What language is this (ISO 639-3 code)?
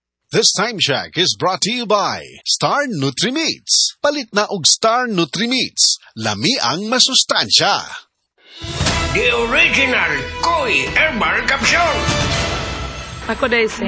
ceb